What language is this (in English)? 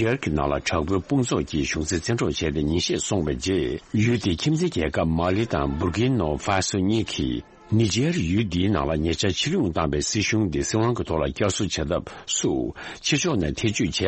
Tibetan